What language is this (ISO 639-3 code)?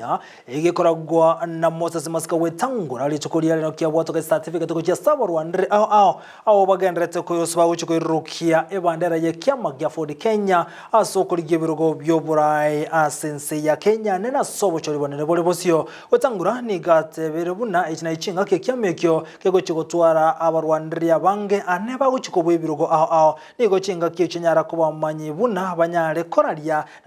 guz